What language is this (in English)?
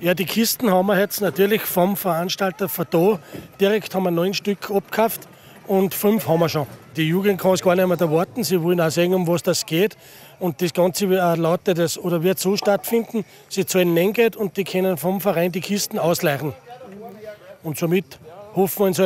German